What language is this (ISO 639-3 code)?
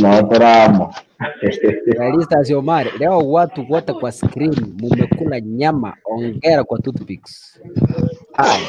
guz